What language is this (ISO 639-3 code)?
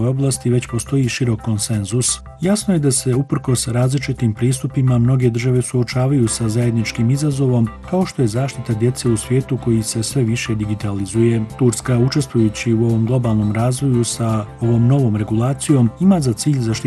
bos